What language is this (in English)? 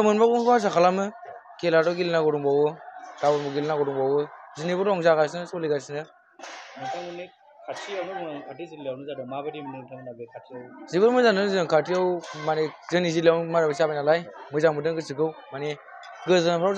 Bodo